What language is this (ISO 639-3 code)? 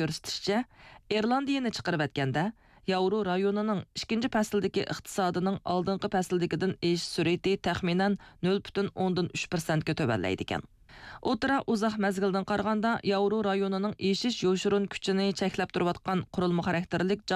uig